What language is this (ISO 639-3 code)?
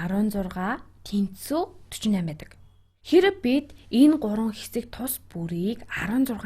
mon